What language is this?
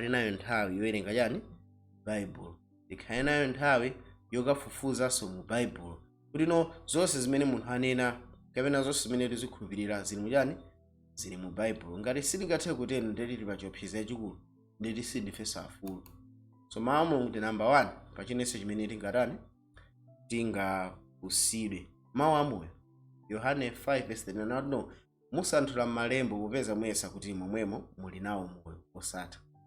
Nyanja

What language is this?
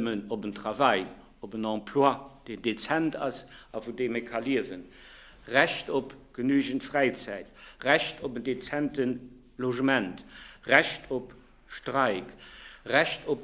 Luxembourgish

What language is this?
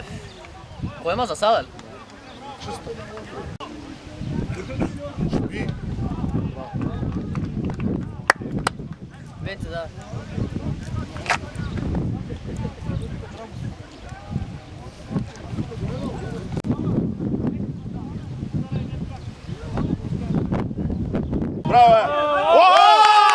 Bulgarian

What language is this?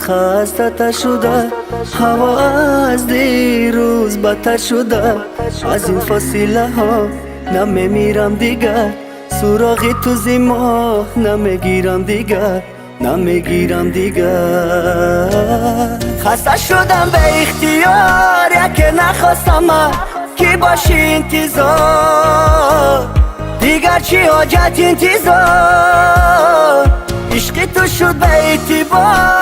Tajik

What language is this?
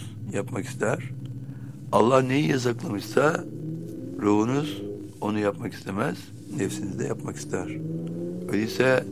Turkish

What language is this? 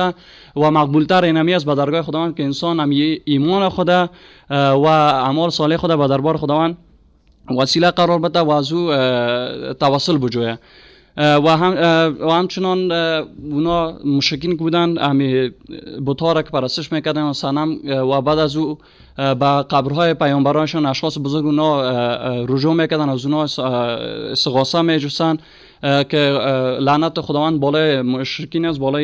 Persian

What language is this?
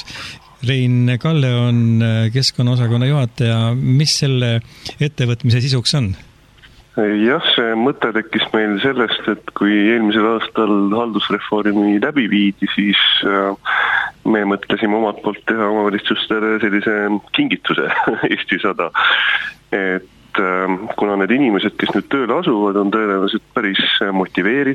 Estonian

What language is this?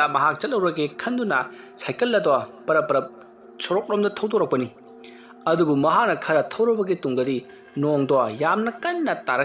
Manipuri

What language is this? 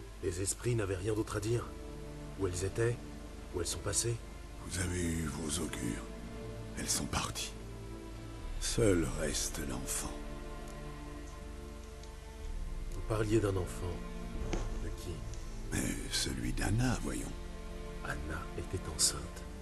French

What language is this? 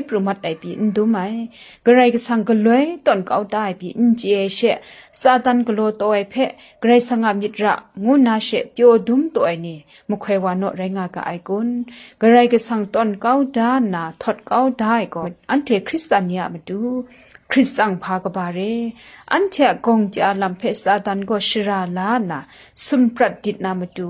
Kachin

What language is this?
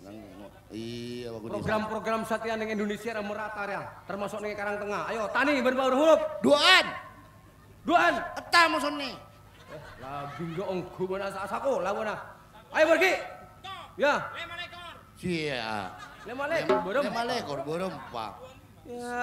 Madurese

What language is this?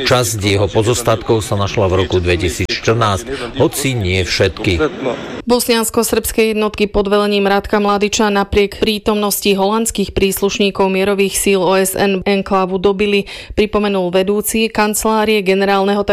Slovak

